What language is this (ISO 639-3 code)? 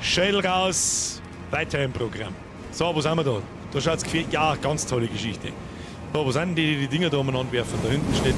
bar